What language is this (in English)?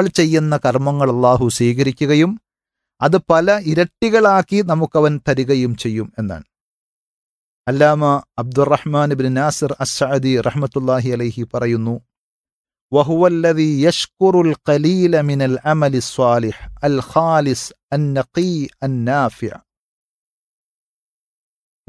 Malayalam